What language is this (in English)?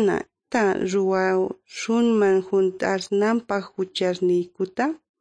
Quechua